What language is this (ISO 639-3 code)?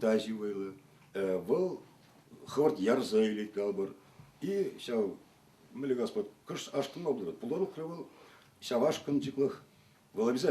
chv